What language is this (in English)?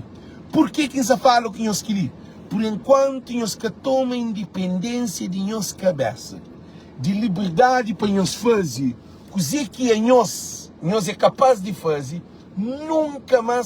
Kabuverdianu